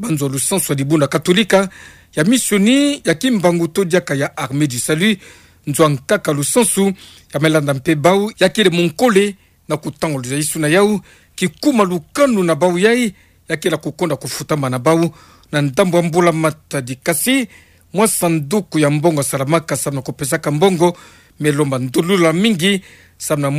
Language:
Kituba (Democratic Republic of Congo)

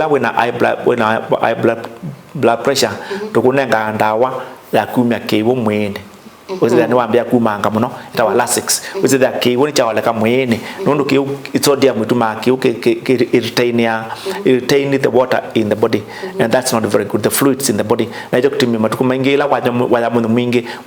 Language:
Kamba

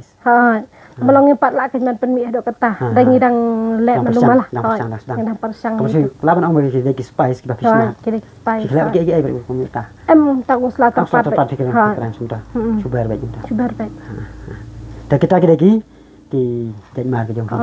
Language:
Khasi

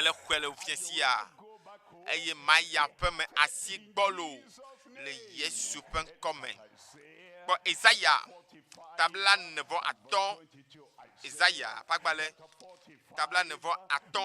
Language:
Ewe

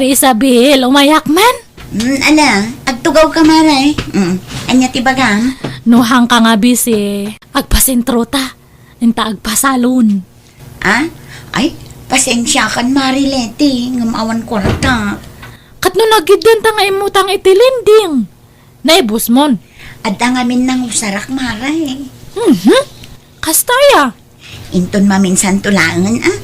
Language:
Iloko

